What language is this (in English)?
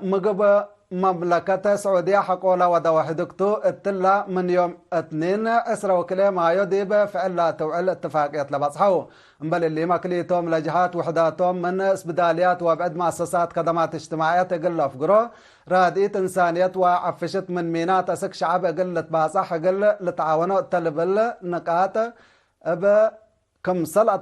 Tigre